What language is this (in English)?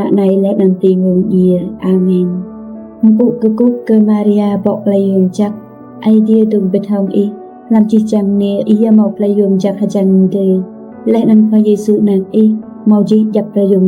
Rade